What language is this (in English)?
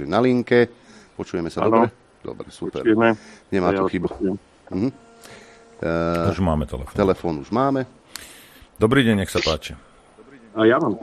Slovak